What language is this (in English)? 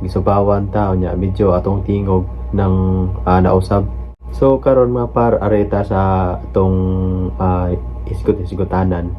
Cebuano